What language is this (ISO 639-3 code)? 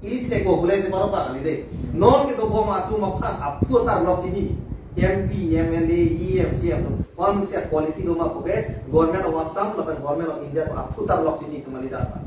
mjw